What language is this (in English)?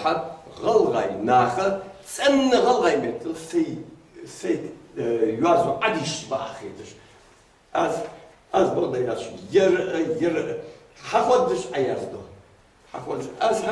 Ingush